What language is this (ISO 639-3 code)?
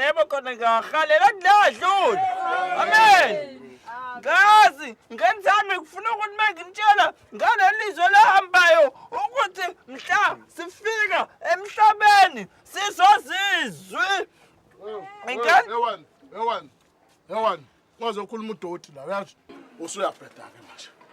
zul